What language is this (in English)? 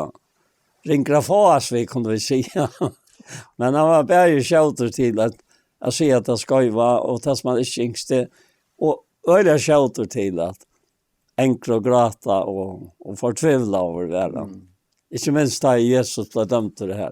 Faroese